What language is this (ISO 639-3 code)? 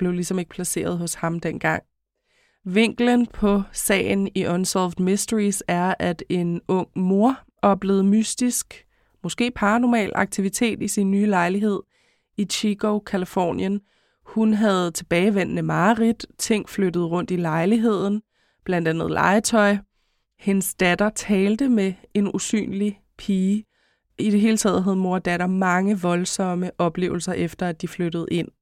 dan